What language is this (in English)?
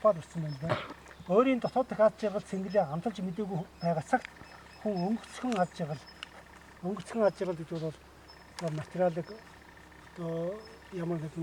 Mongolian